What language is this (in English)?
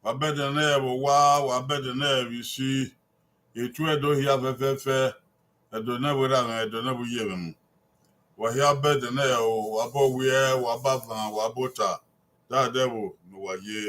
Bini